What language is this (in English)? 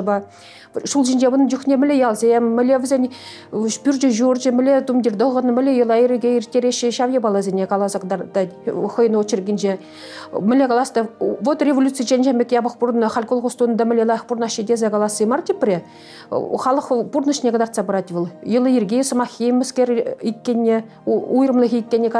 Chuvash